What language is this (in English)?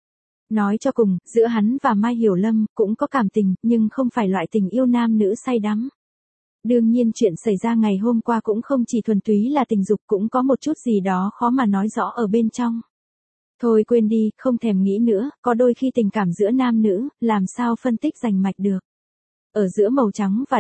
Vietnamese